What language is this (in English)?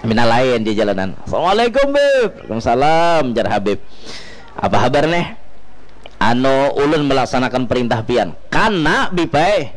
Banjar